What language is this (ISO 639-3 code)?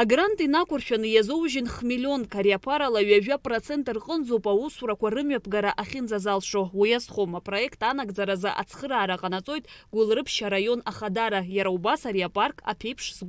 abk